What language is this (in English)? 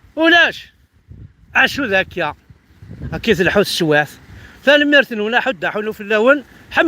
Kabyle